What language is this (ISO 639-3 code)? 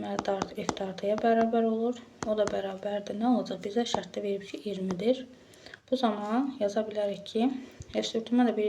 aze